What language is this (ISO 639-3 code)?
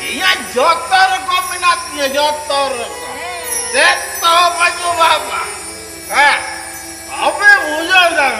sat